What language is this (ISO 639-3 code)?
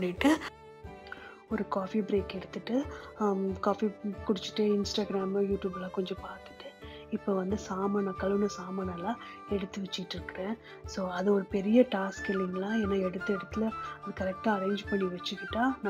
tam